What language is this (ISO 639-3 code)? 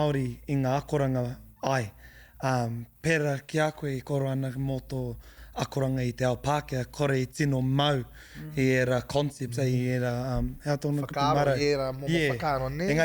mri